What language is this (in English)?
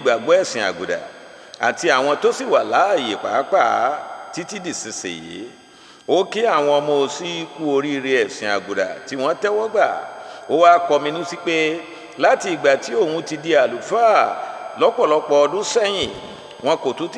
Yoruba